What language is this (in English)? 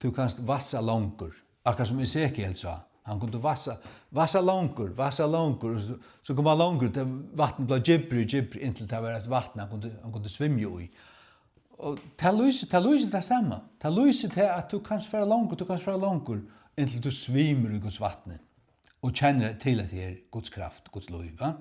Faroese